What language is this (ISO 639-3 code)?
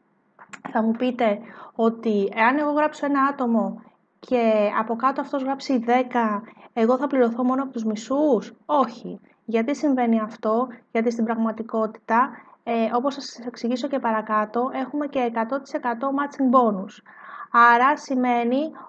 ell